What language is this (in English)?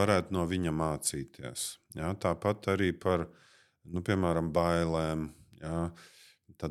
Latvian